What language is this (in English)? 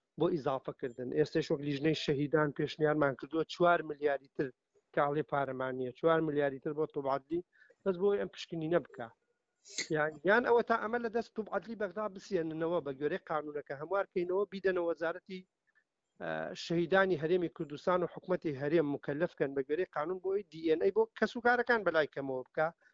Central Kurdish